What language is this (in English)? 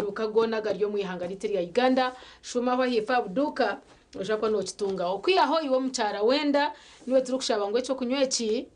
Nyankole